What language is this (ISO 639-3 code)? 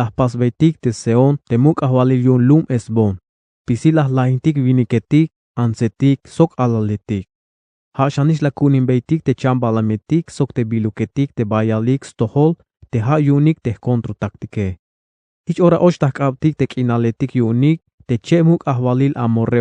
tzh